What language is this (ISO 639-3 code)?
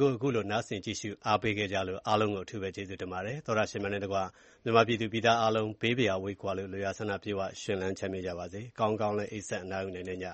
mya